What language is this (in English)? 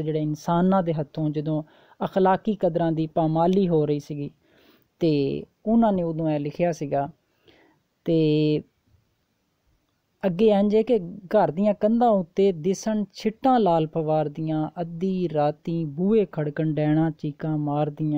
Punjabi